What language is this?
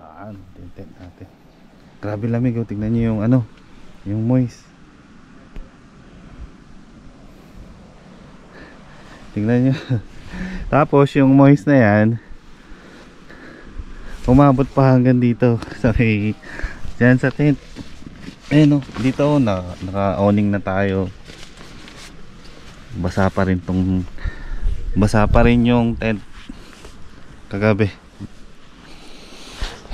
Filipino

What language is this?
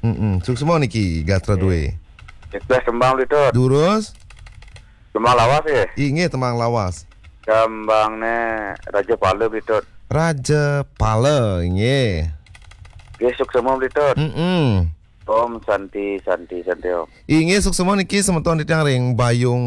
Balinese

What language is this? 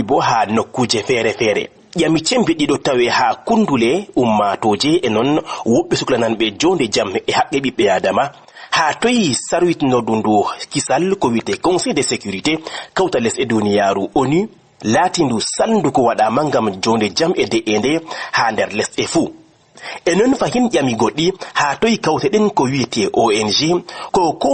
Fula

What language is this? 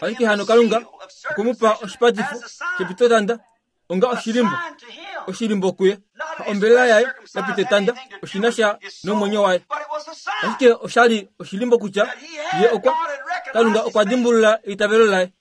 Kuanyama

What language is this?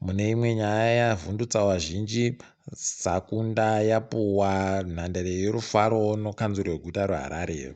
Ndau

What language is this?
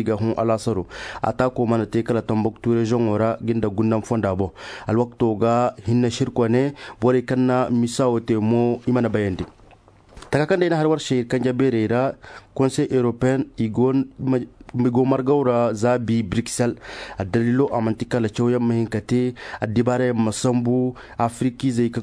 Koyraboro Senni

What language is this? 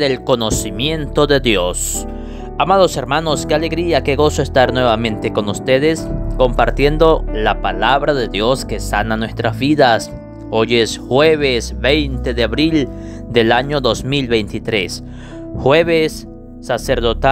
Spanish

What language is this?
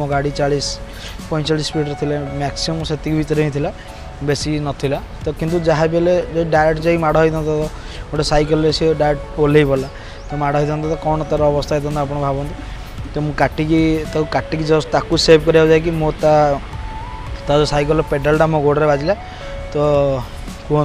Odia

